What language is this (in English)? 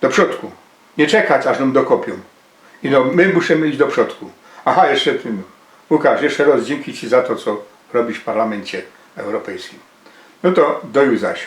Silesian